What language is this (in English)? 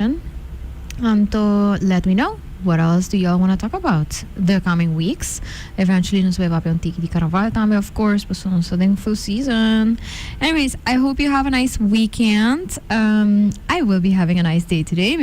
Papiamento